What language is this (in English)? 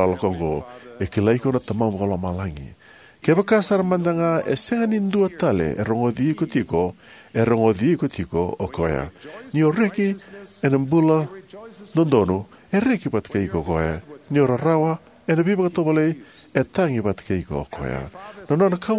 Fijian